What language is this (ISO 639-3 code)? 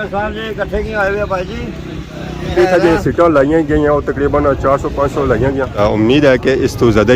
phr